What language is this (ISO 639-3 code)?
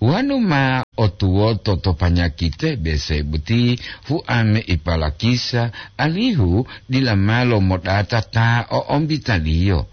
gor